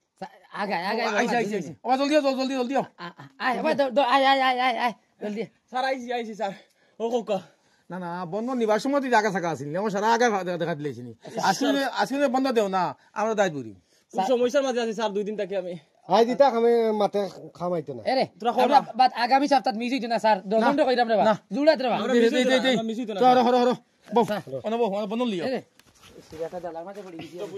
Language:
Sylheti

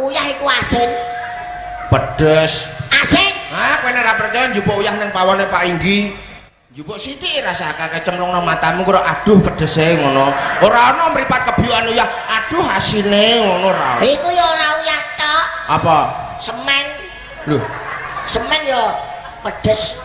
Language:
Javanese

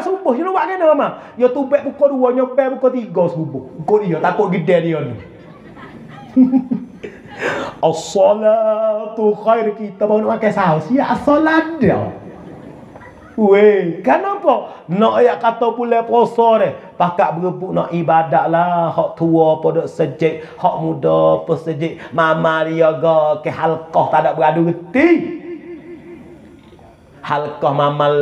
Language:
Malay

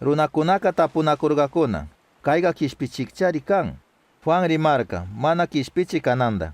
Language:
Chimborazo Highland Quichua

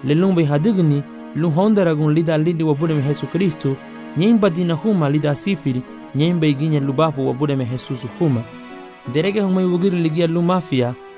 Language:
Garifuna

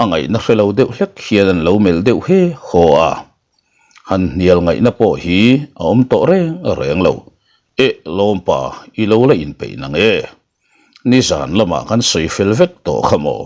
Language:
Mizo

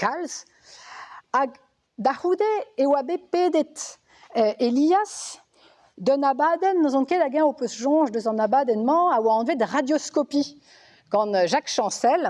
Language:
Breton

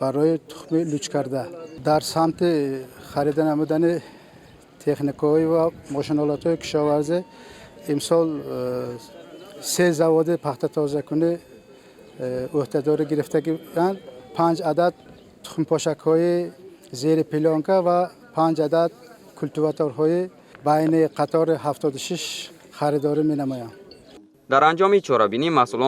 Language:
Tajik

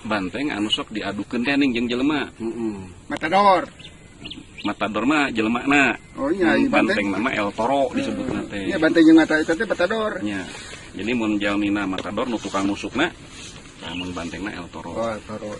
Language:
Sundanese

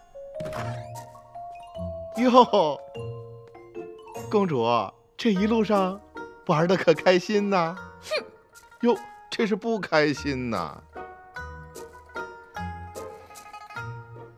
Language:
Chinese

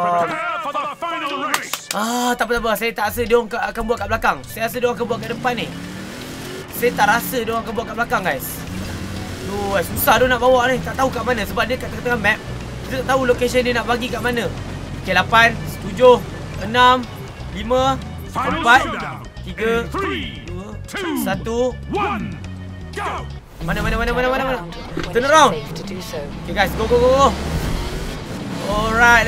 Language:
Malay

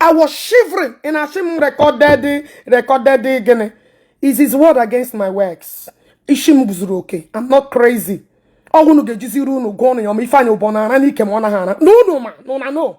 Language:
Igbo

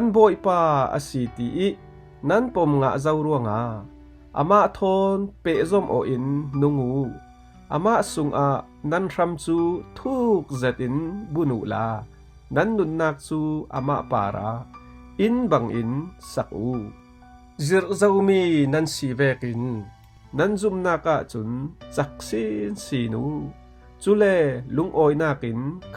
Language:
Falam Chin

